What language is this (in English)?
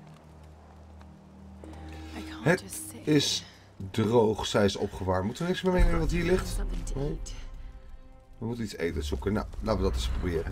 Dutch